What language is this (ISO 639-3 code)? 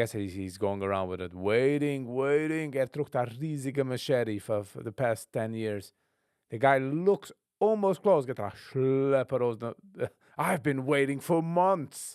yid